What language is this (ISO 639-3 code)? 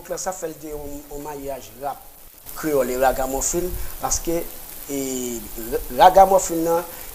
hat